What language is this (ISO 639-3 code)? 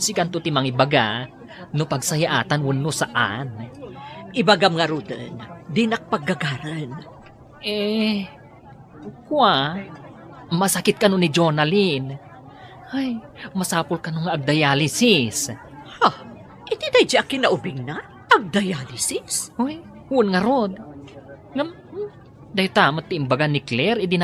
ilo